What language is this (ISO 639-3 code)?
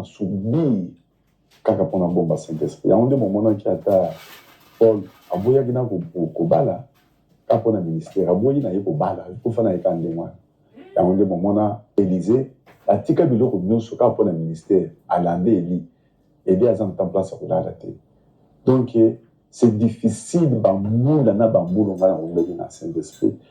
lin